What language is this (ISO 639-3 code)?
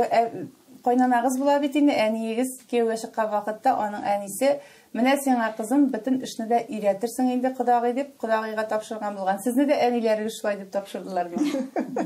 tat